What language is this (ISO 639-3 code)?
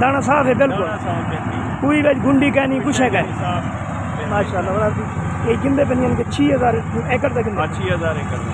skr